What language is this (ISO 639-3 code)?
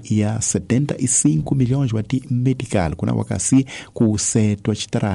tso